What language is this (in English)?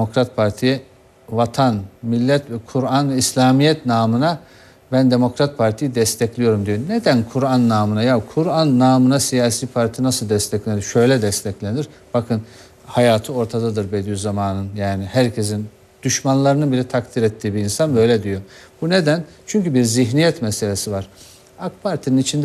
Turkish